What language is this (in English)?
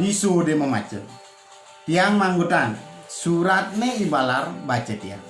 Balinese